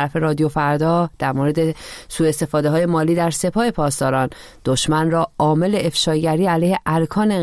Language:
Persian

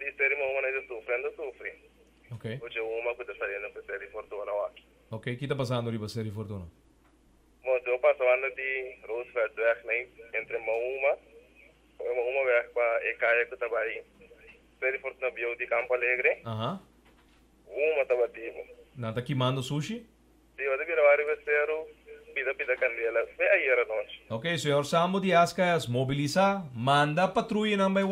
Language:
Papiamento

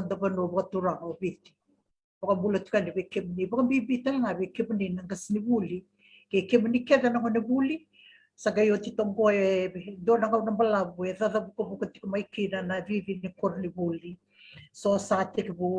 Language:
Fijian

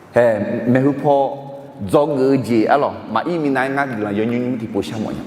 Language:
Akha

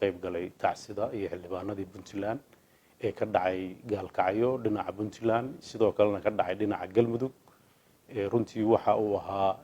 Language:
Somali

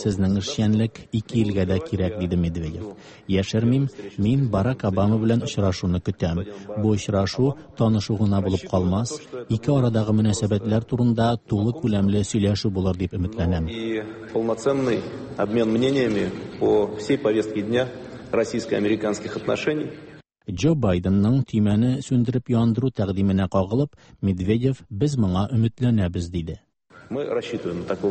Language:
Tatar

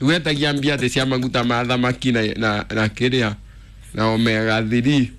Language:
Kikuyu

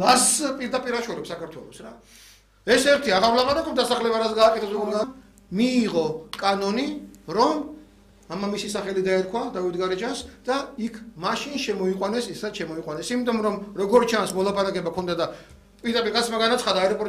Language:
Georgian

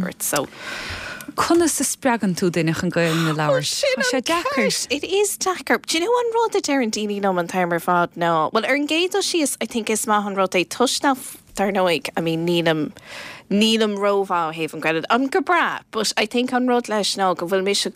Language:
Irish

